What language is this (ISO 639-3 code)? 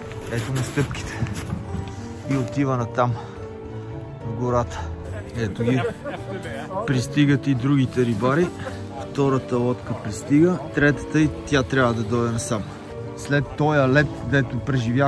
bul